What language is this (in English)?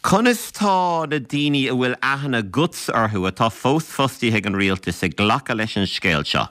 Irish